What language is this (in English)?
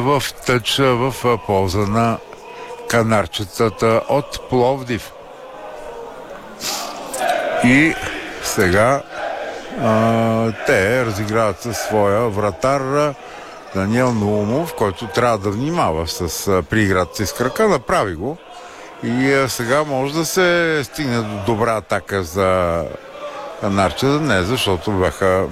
Bulgarian